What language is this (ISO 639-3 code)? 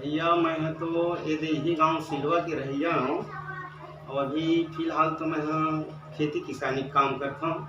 hne